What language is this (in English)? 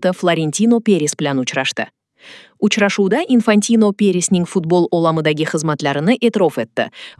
Uzbek